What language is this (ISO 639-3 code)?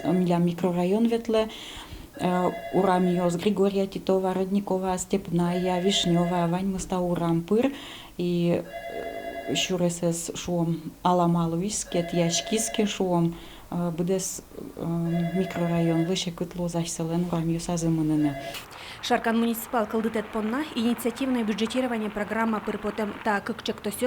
udm